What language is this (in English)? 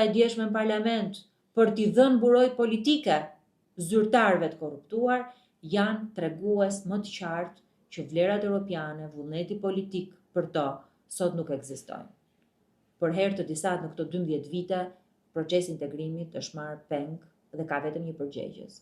Albanian